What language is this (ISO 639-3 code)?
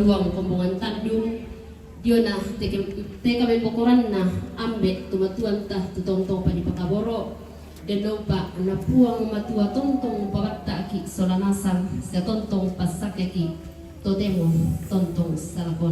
sda